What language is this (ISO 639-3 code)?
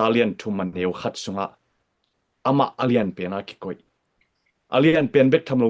ctd